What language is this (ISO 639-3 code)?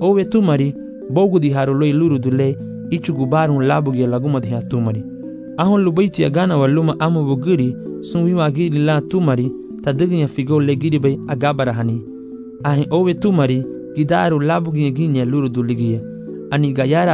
cab